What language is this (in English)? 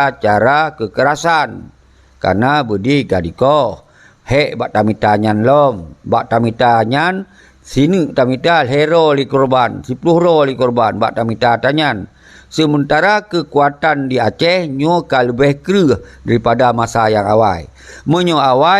Achinese